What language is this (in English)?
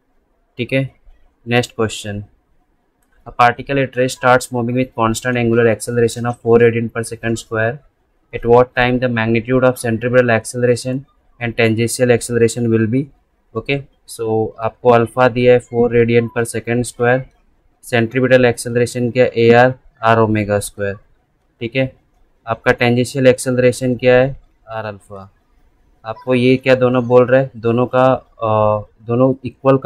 Hindi